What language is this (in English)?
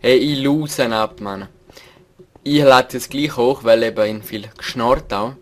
Swiss German